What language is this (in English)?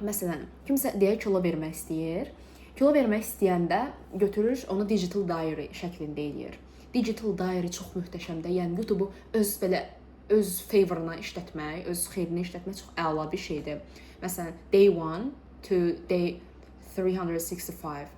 Azerbaijani